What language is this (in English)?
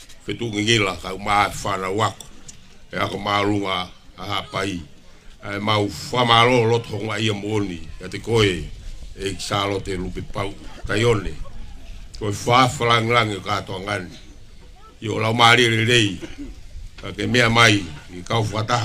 Tongan